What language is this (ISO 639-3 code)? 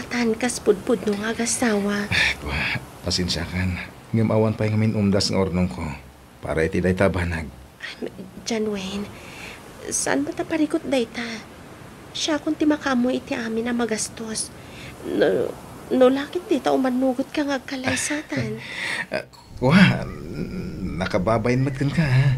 ilo